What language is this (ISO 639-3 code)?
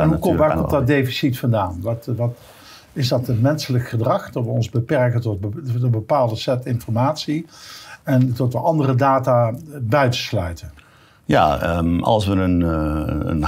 nld